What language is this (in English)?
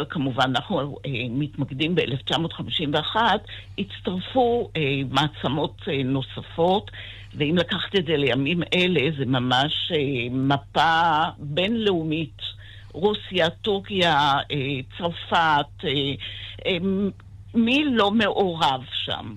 Hebrew